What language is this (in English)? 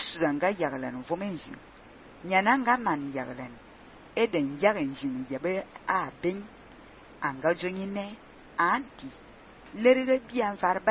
Fang